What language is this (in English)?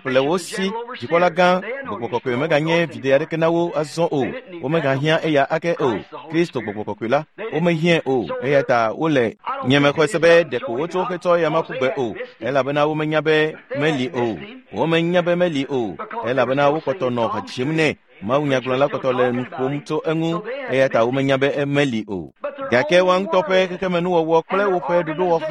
Ewe